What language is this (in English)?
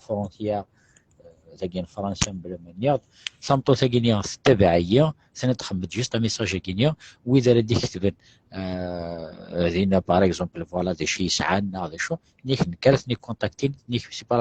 Kabyle